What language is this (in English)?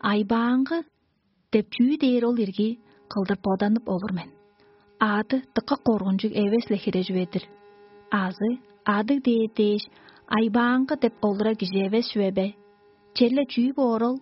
Tuvinian